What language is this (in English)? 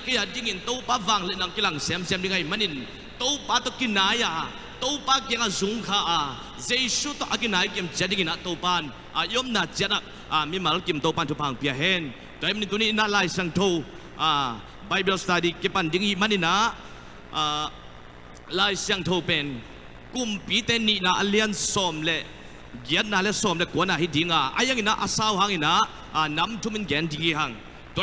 Tedim Chin